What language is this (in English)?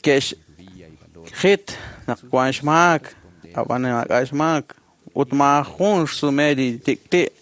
Kekchí